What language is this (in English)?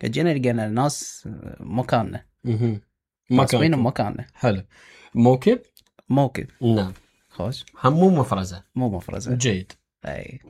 Mesopotamian Arabic